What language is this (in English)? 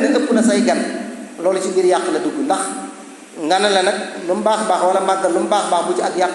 Wolof